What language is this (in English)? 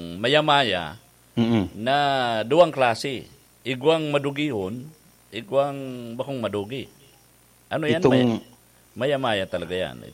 Bikol